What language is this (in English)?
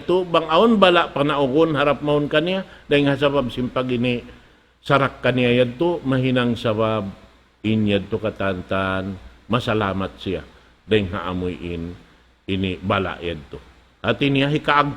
Tausug